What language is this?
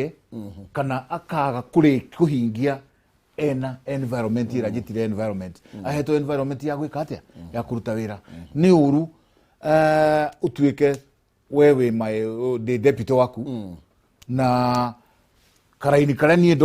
Kikuyu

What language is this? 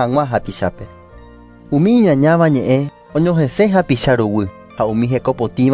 Guarani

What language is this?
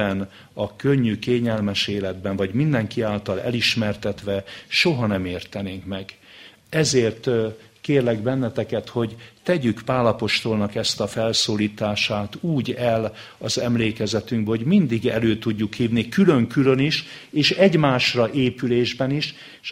Hungarian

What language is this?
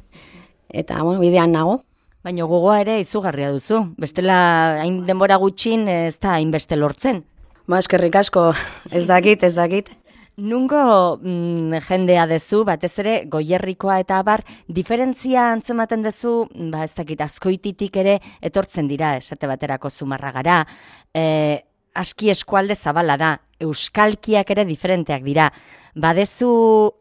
Basque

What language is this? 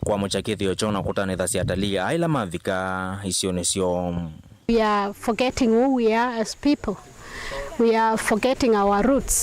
Kamba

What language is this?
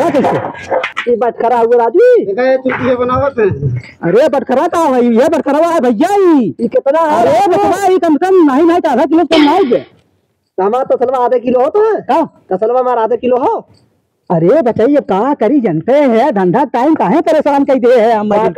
Awadhi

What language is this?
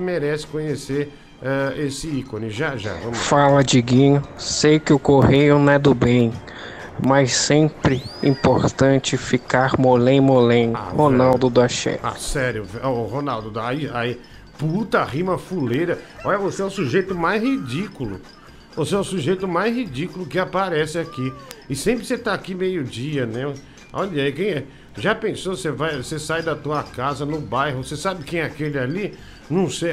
Portuguese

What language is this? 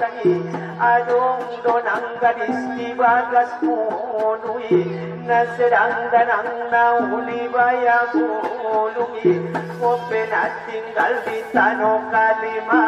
Batak Angkola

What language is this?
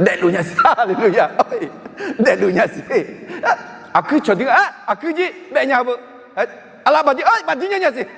Akha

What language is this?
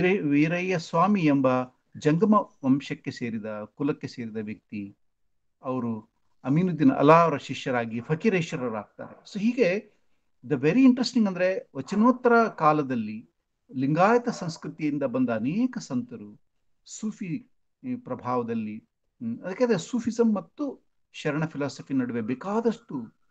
Kannada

